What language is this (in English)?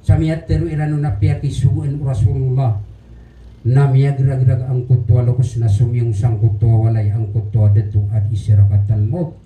Maranao